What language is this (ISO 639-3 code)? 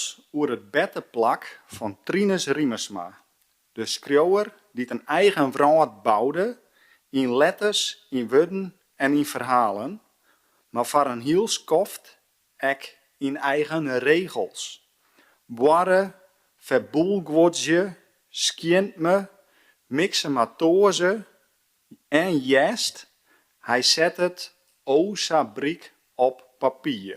fry